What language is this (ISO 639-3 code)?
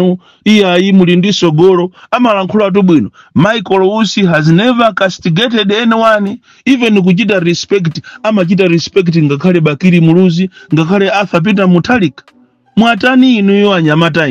nya